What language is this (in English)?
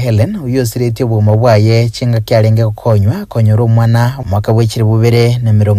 Gusii